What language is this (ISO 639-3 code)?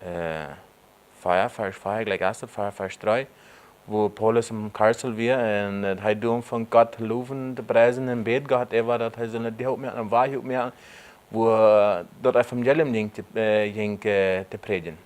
pdt